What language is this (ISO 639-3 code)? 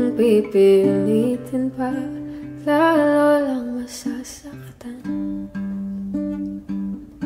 fil